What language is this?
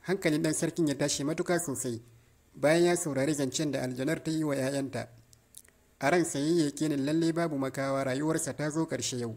Hausa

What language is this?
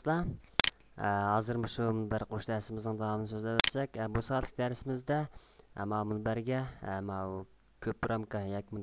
Uyghur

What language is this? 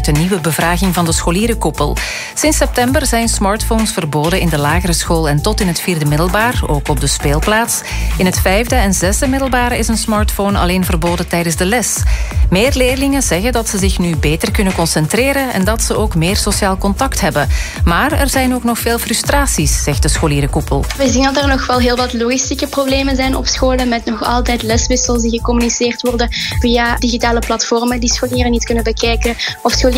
Dutch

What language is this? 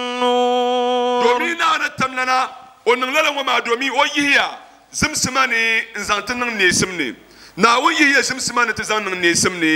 Dagbani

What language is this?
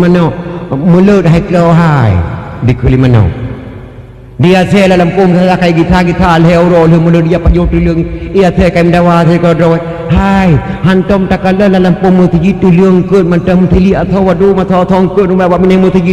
Achinese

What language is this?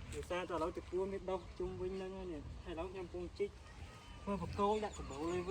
Khmer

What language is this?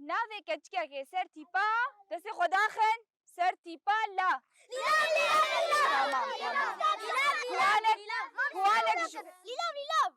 Kurdish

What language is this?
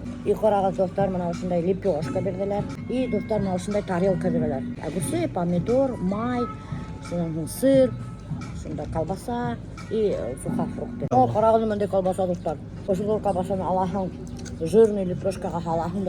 Bashkir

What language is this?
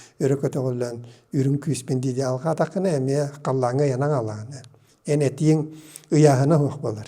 Yakut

